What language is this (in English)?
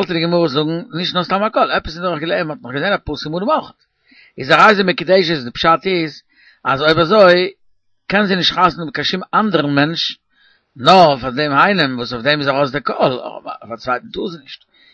Yiddish